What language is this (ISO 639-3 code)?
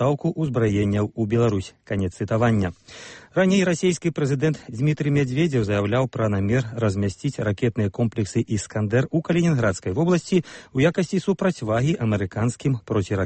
bel